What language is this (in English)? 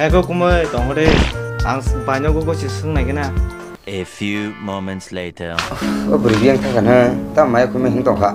Kok Borok